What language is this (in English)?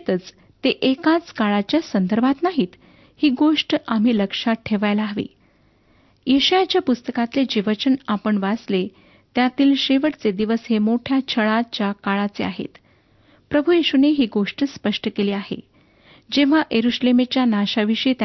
Marathi